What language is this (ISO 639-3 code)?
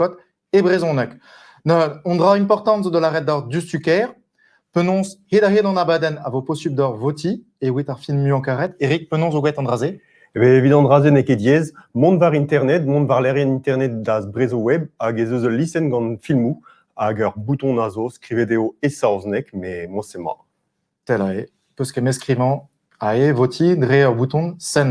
bre